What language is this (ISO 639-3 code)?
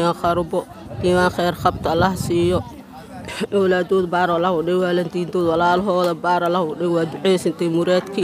som